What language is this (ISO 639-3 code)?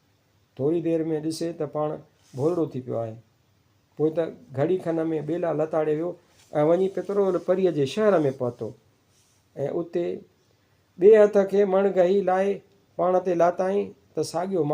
snd